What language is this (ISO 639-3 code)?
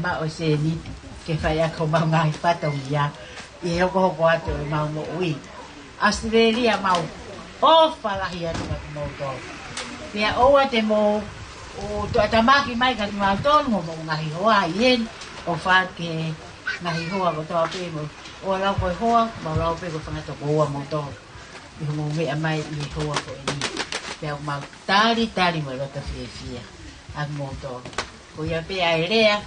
ton